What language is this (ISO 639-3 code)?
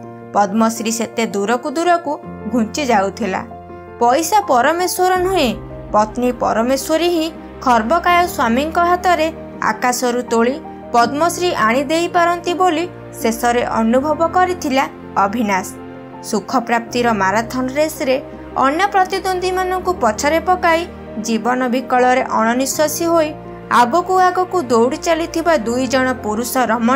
ori